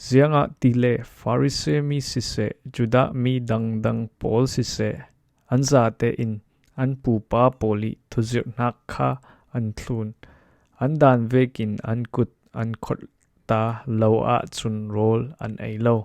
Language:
Falam Chin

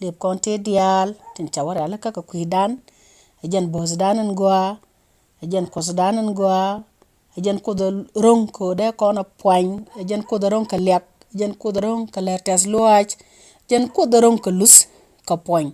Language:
Nuer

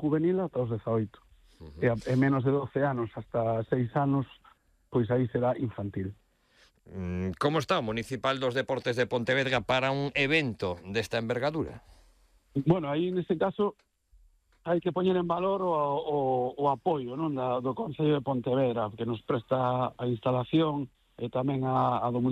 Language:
Galician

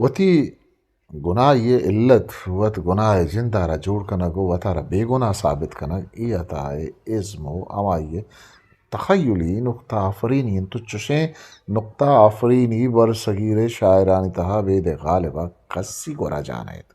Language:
Eastern Balochi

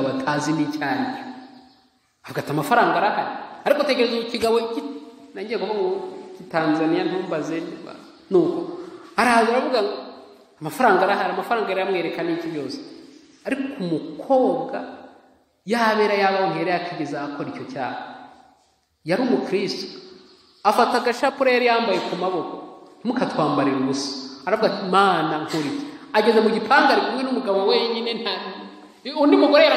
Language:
Kinyarwanda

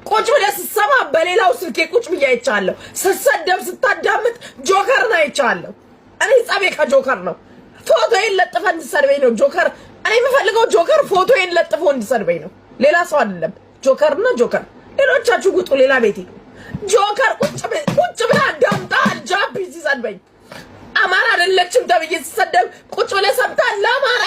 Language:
Amharic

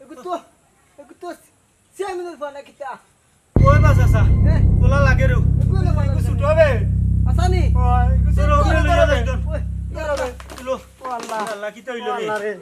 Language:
Sylheti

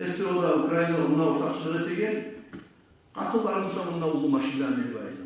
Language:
Kumyk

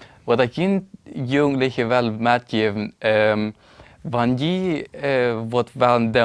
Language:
Plautdietsch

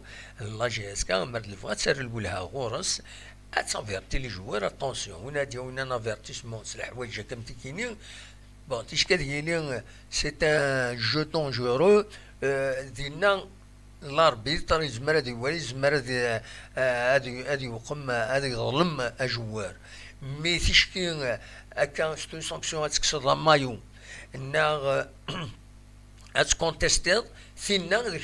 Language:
Kabyle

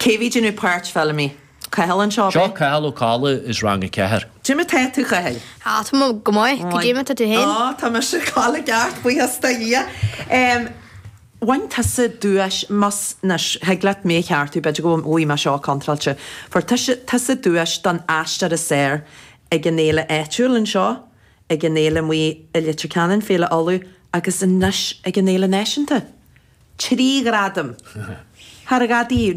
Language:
Irish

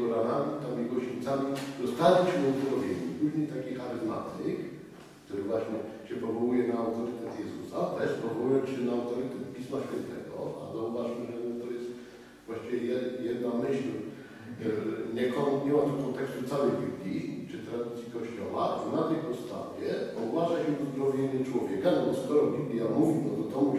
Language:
Polish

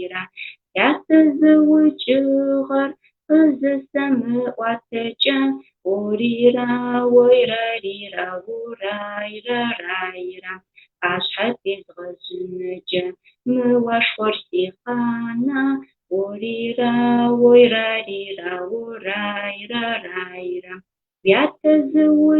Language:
Adyghe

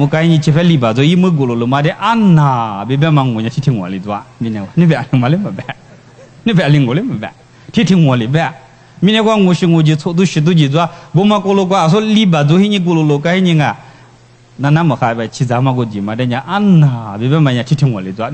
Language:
Lisu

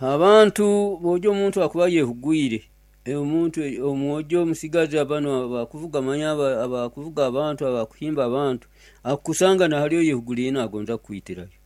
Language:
Nyoro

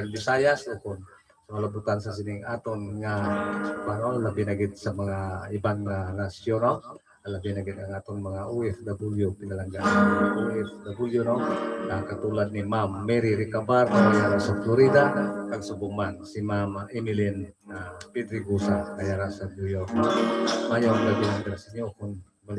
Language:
Hiligaynon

